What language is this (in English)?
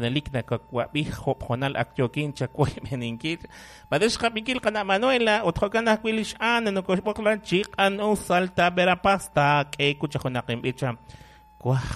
Kekchí